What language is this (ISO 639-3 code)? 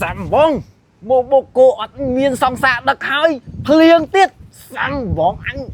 khm